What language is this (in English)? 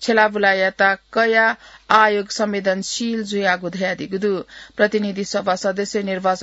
Newari